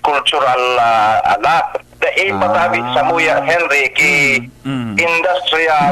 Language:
Bikol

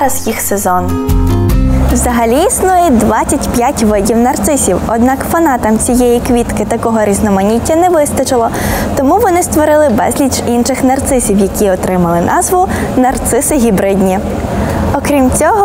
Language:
Ukrainian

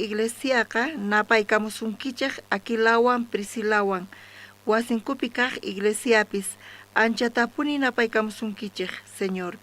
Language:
South Bolivian Quechua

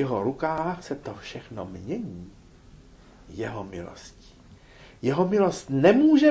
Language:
Czech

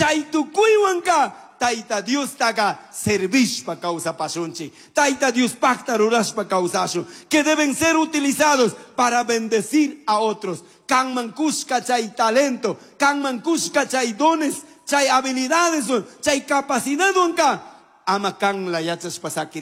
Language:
Chimborazo Highland Quichua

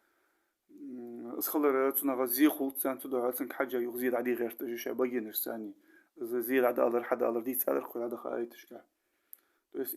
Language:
Ingush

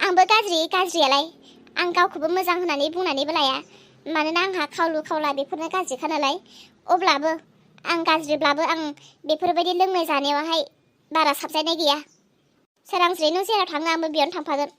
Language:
Bodo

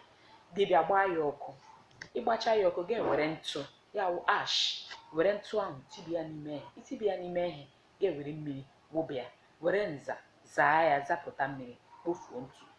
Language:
Igbo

